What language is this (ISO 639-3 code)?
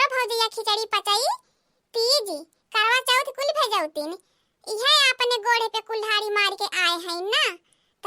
awa